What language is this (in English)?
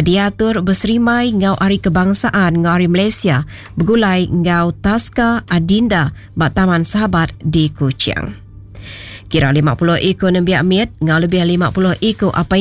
Iban